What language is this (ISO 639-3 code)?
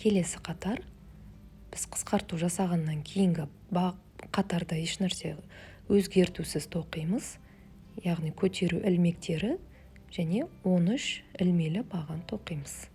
kaz